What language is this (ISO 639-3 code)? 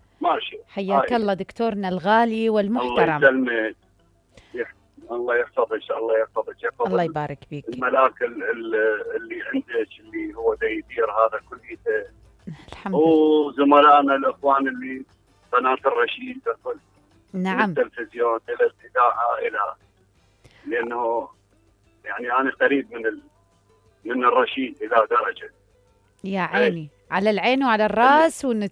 acm